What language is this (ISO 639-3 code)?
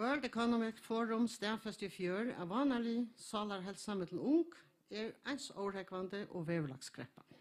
fao